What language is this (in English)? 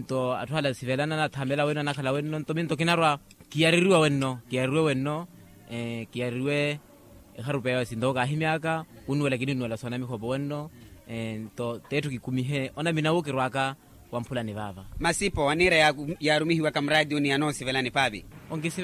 Makhuwa